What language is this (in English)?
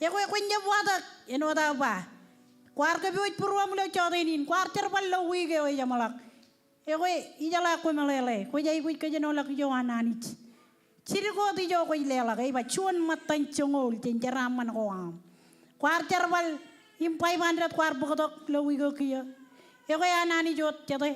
Marshallese